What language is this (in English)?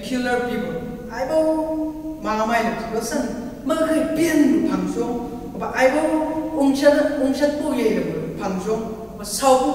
Chang Naga